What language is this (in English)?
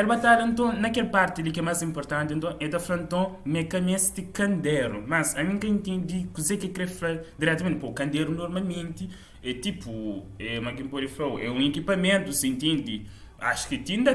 Kabuverdianu